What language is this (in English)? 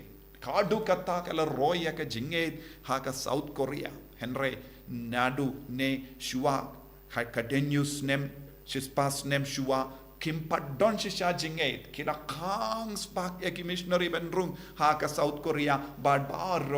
Khasi